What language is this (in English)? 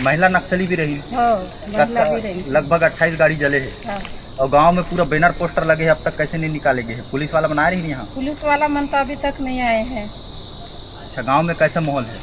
Chhattisgarhi